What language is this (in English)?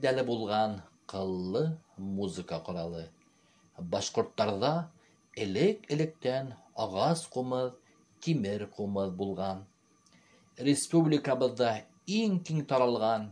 Bashkir